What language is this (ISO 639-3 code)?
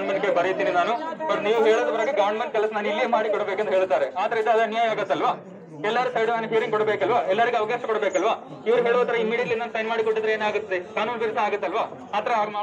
kan